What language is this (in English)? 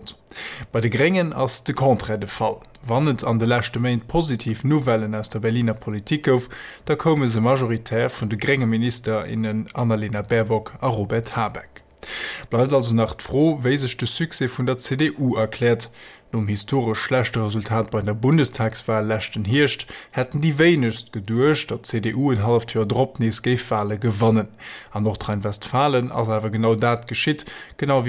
Luxembourgish